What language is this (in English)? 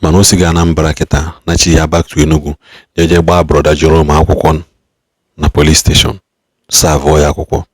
Igbo